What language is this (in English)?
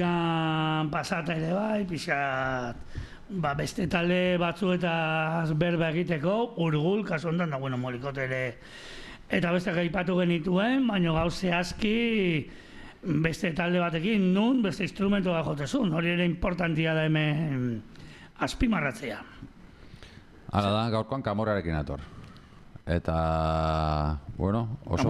Basque